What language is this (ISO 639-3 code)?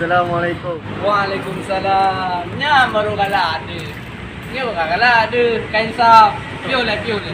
ace